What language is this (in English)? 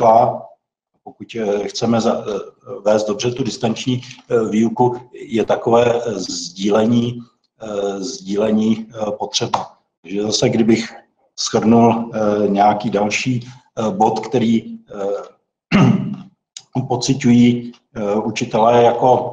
Czech